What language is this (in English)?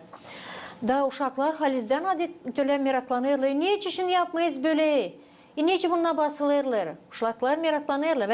Gagauz